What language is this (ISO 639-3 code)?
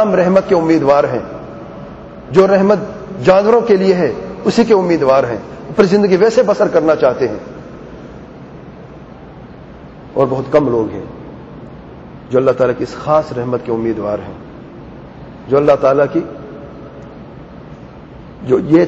urd